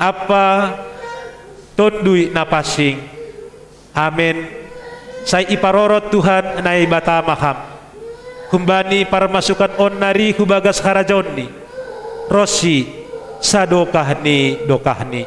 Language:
Batak Simalungun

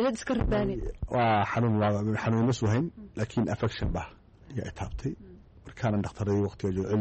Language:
Somali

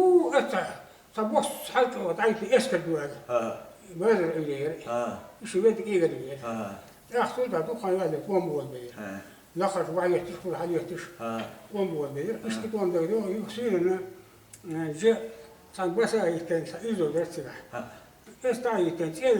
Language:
Chechen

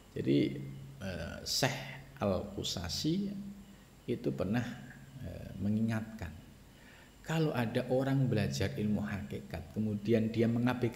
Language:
Indonesian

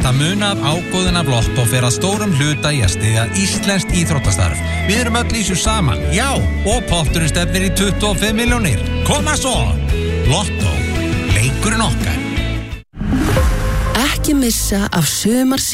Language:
Icelandic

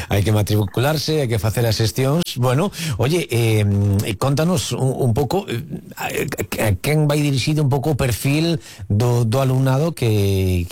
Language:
Galician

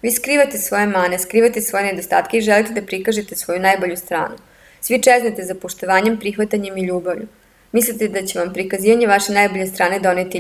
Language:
Serbian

